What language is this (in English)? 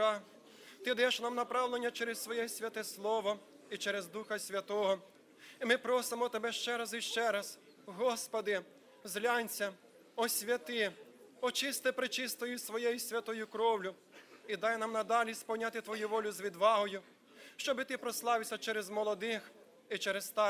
Ukrainian